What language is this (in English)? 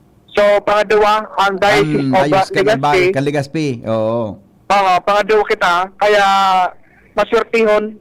Bikol